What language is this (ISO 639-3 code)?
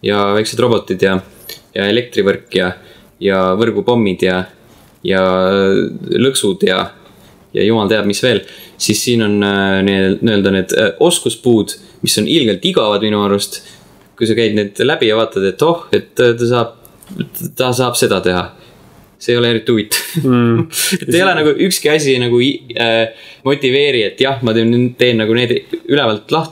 est